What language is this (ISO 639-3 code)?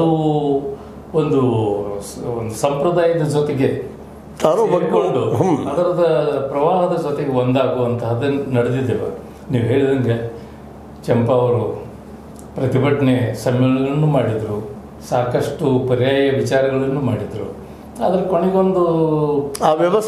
kan